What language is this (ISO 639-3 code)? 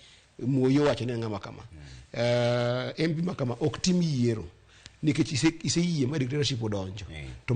luo